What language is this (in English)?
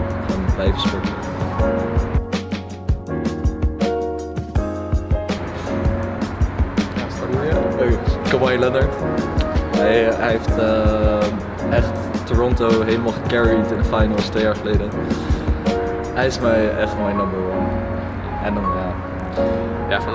Dutch